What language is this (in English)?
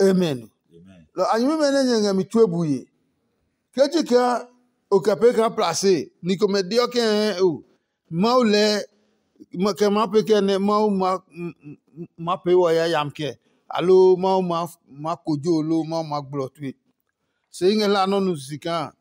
Adangme